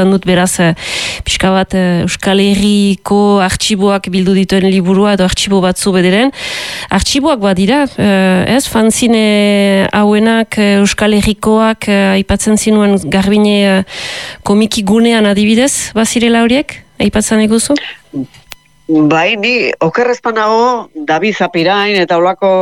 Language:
Basque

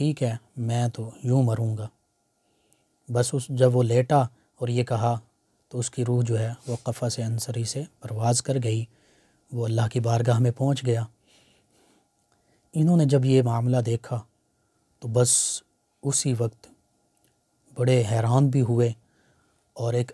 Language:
Urdu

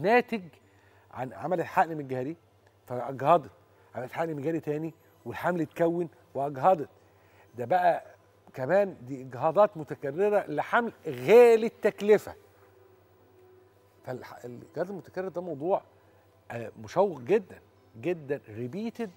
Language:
Egyptian Arabic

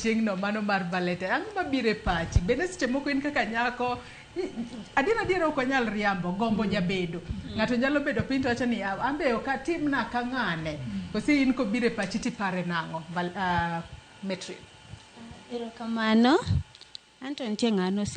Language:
Luo (Kenya and Tanzania)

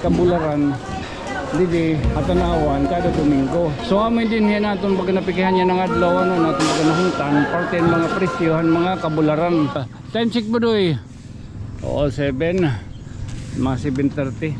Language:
Waray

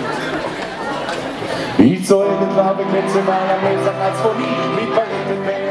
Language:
Hebrew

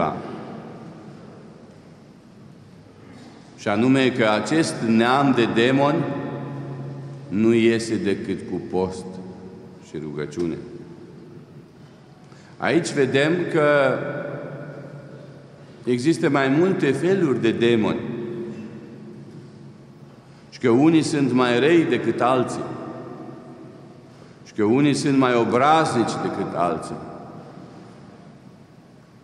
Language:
Romanian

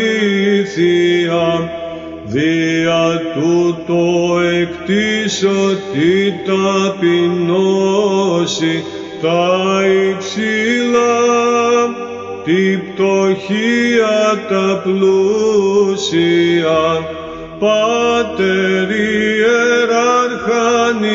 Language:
Greek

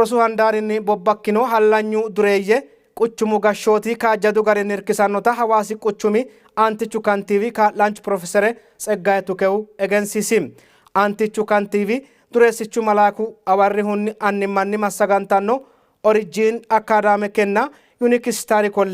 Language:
Sidamo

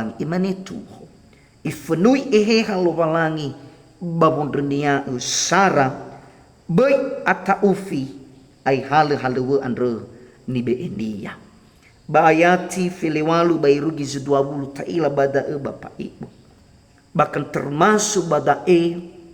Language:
Nias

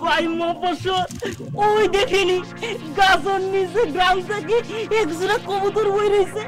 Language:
Sylheti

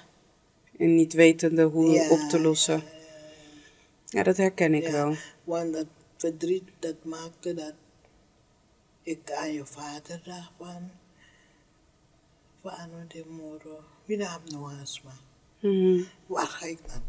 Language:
Dutch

